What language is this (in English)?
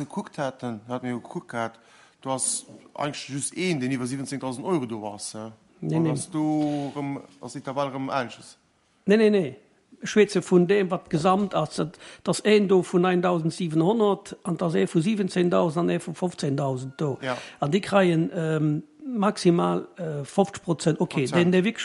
Luxembourgish